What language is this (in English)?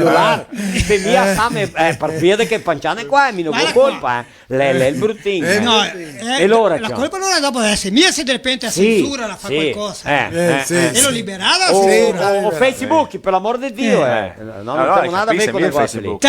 Venetian